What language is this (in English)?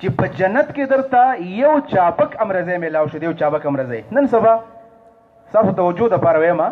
Pashto